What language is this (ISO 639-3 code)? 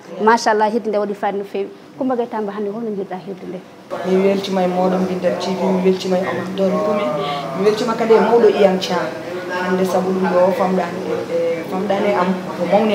ful